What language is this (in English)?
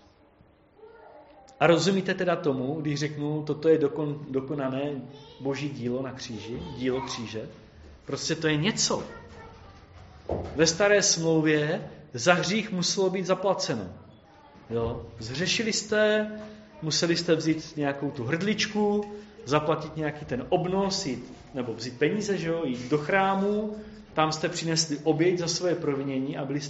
Czech